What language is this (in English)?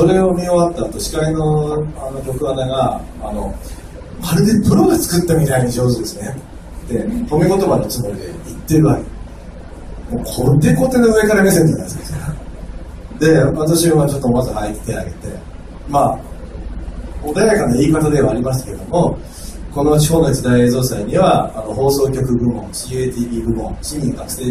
Japanese